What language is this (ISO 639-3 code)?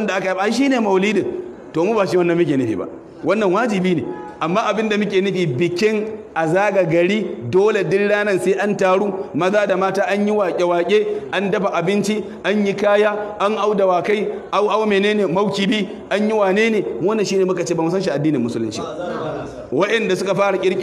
hau